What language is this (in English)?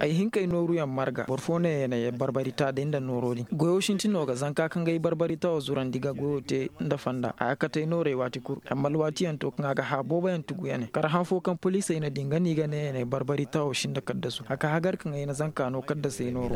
Koyraboro Senni